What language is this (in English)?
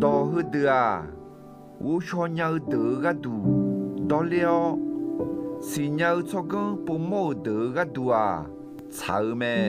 Akha